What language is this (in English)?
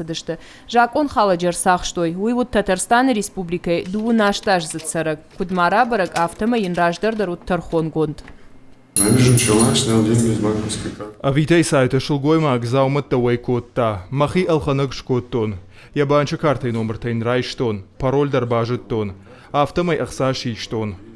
Ossetic